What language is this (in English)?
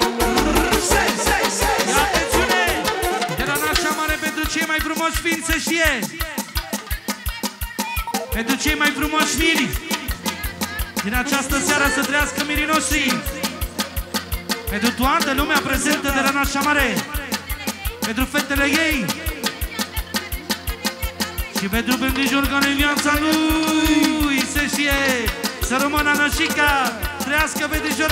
Romanian